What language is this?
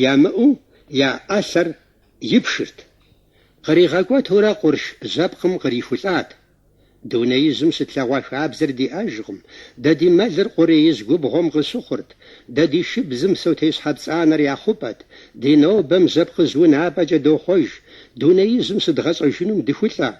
Kabardian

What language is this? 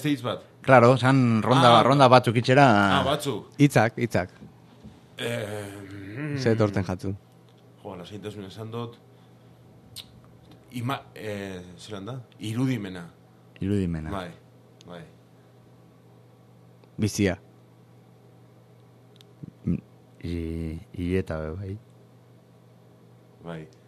Basque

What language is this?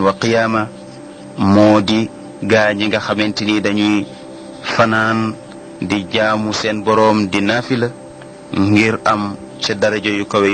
Wolof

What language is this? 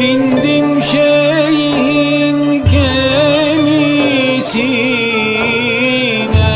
Balkan Romani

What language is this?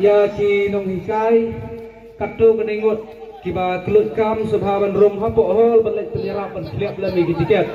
Khasi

